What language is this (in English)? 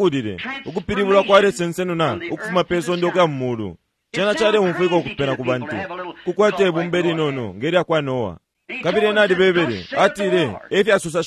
Bemba